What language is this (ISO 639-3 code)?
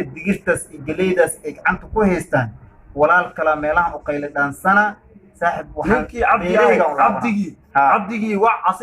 som